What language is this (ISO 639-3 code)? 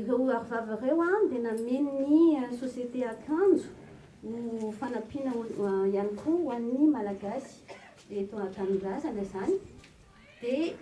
mlg